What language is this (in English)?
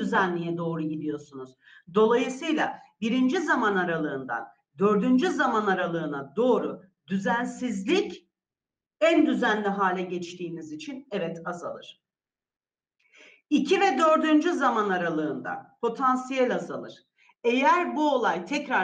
Turkish